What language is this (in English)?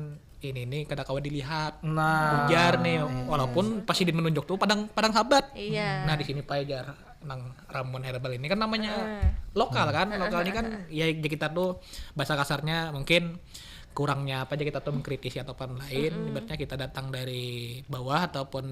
Banjar